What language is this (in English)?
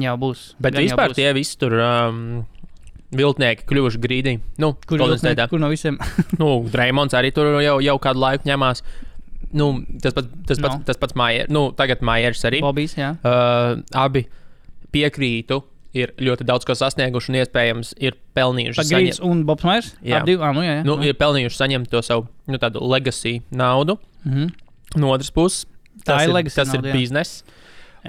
Latvian